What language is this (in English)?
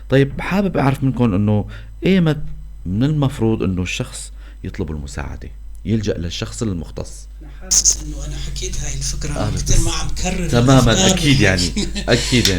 North Levantine Arabic